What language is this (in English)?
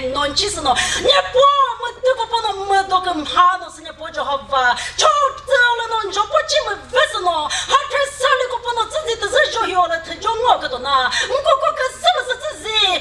Chokri Naga